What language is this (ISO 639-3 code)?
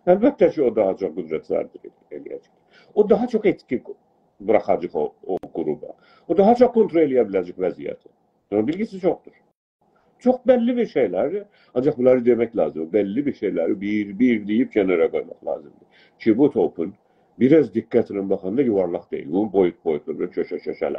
azb